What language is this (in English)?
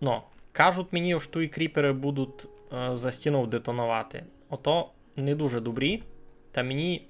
Rusyn